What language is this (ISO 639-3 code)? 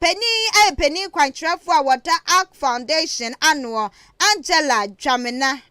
aka